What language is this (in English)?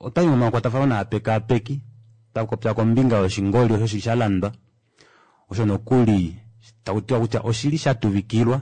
Kuanyama